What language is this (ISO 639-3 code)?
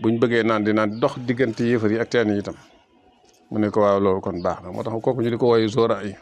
wol